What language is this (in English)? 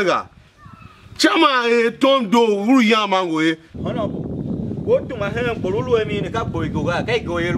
Tiv